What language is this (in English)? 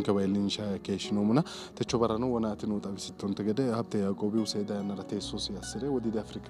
Sidamo